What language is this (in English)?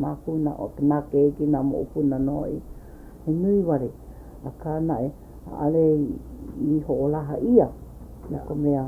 Hawaiian